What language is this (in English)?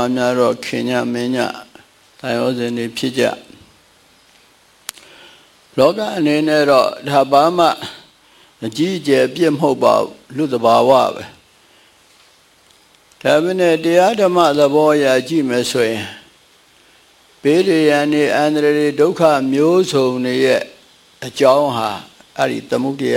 Burmese